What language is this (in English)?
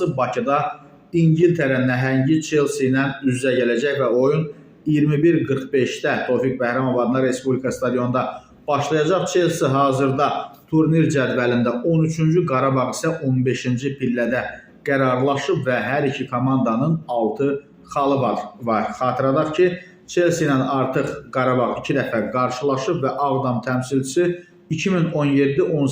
Azerbaijani